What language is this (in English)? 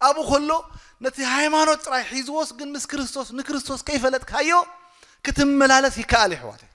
Tigrinya